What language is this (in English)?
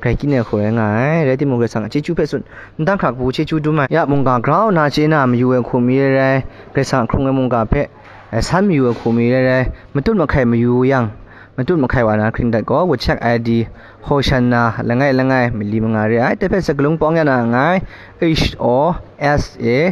Kachin